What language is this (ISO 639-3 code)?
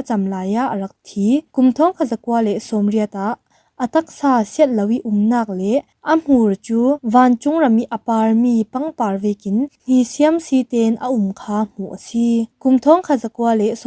cfm